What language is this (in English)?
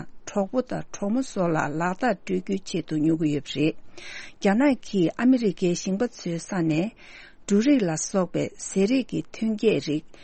Tibetan